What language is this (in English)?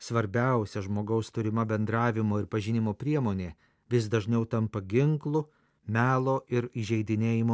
Lithuanian